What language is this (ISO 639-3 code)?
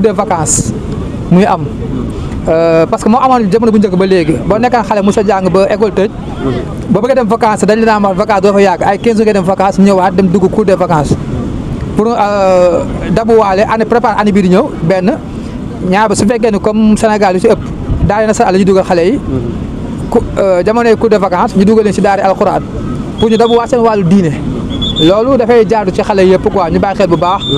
wol